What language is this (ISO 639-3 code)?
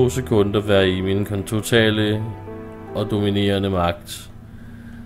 dan